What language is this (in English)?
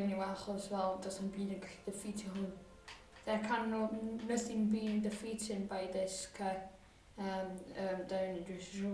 Welsh